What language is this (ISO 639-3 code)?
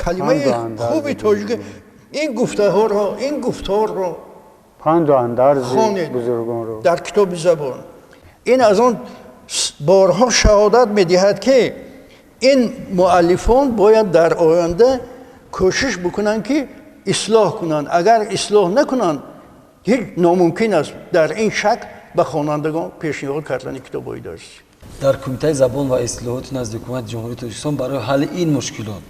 tgk